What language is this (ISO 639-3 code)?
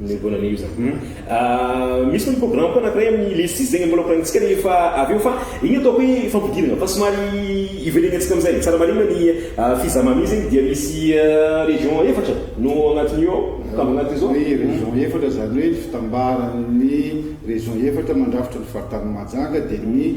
mlg